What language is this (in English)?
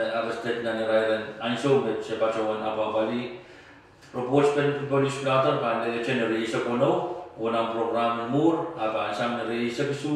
Pohnpeian